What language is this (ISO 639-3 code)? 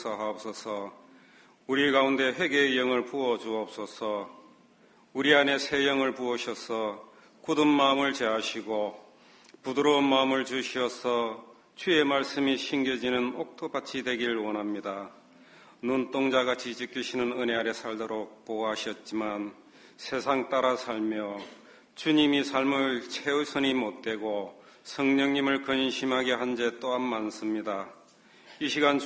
kor